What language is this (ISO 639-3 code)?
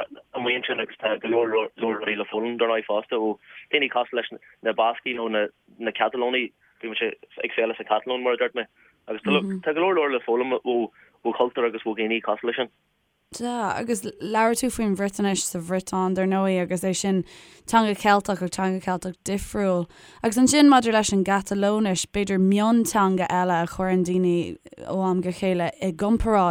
gle